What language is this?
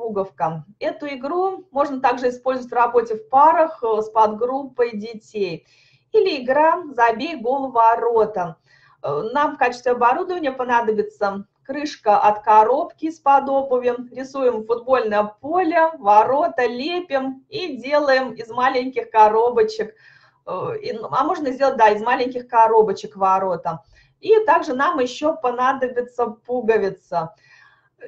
Russian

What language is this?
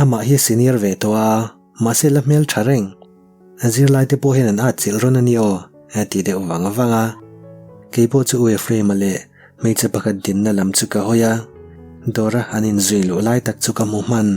Mizo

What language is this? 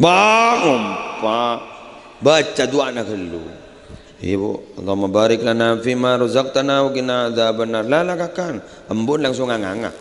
Madurese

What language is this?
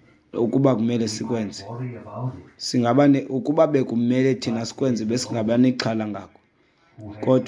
Xhosa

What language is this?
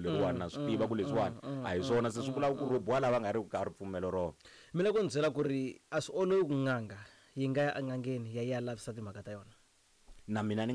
Tsonga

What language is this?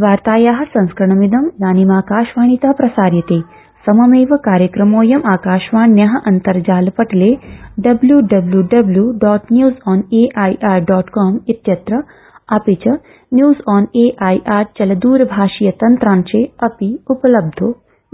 Sanskrit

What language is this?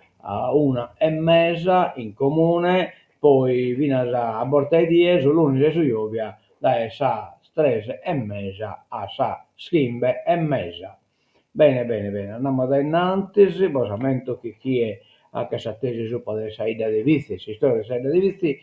Sardinian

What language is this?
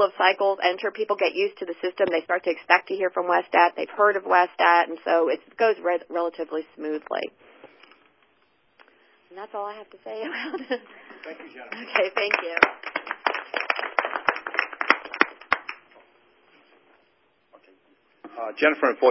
English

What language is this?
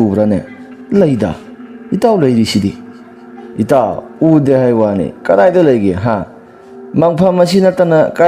Manipuri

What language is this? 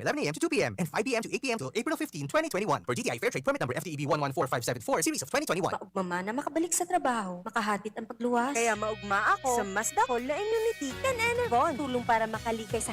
Bikol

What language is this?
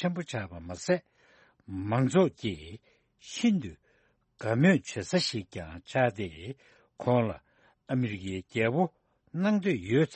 Tibetan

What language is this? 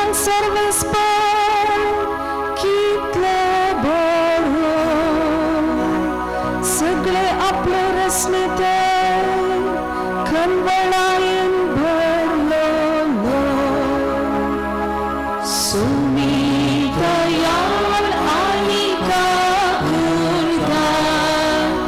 Konkani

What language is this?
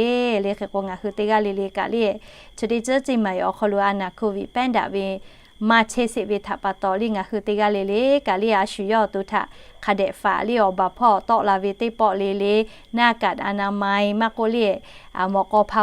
Lahu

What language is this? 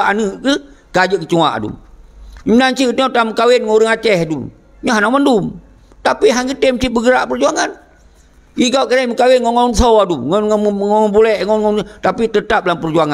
Achinese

